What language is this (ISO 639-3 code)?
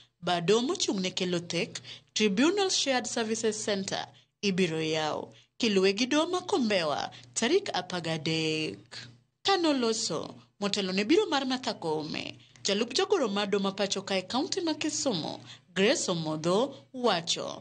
luo